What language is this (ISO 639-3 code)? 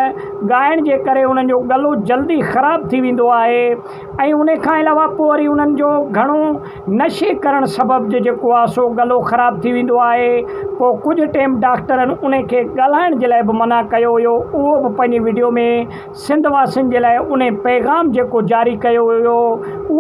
snd